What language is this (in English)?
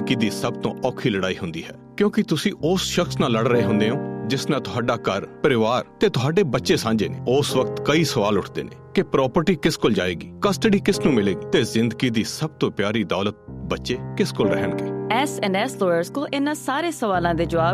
Punjabi